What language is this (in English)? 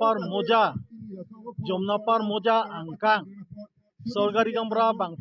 Karbi